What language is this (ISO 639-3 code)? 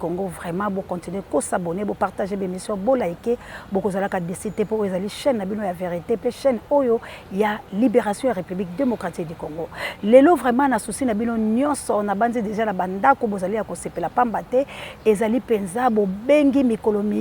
lin